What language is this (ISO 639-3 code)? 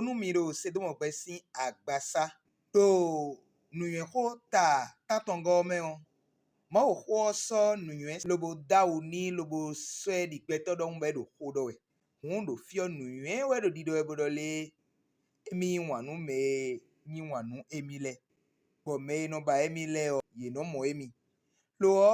fon